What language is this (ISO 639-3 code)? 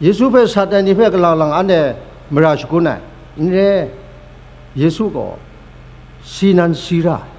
kac